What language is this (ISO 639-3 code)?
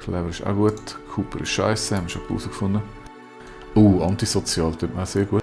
gsw